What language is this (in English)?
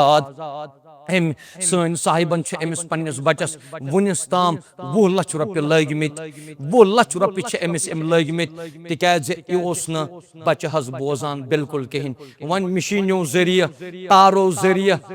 Kashmiri